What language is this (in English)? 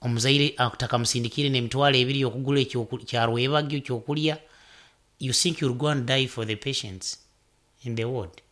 Nyoro